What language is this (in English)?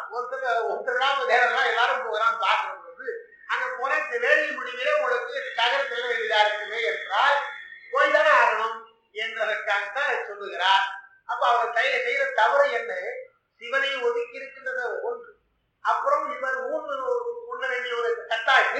Tamil